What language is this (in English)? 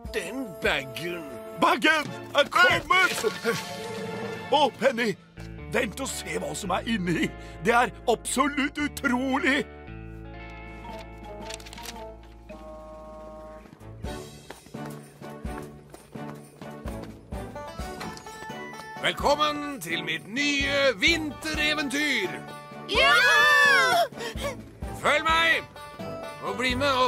Norwegian